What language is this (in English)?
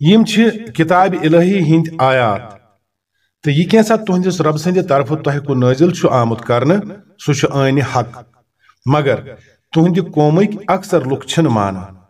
Kashmiri